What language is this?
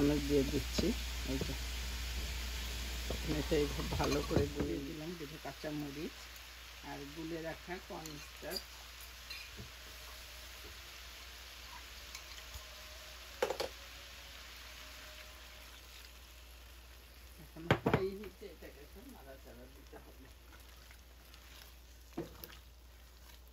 Bangla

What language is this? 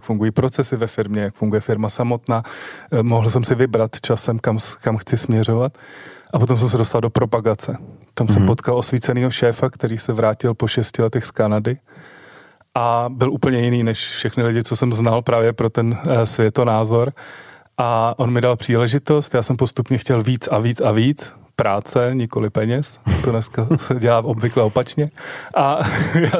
Czech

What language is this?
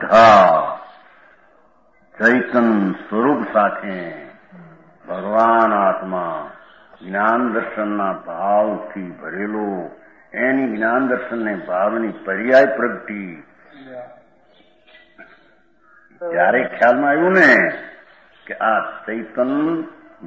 Gujarati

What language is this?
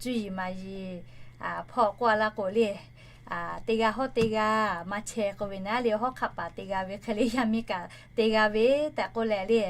Lahu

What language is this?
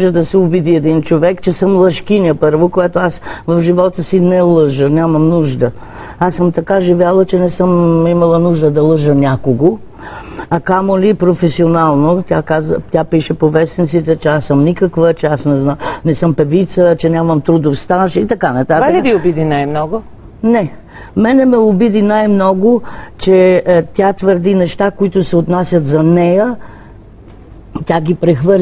Bulgarian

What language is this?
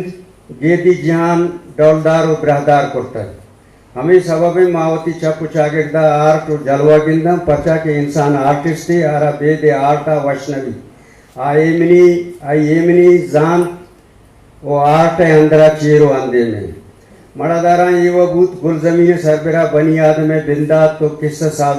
Eastern Balochi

